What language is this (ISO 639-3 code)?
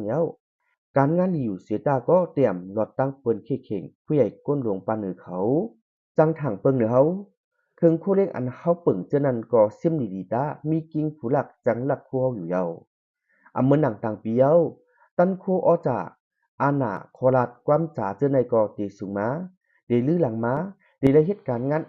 shn